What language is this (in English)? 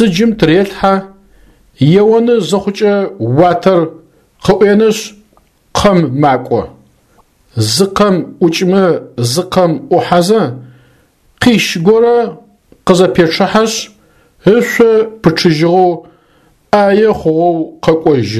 Adyghe